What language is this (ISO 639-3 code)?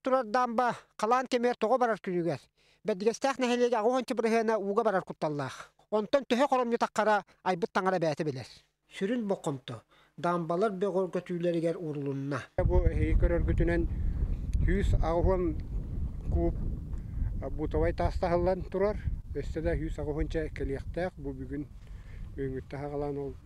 sah